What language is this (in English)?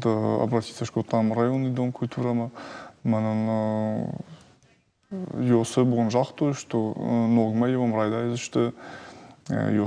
Ossetic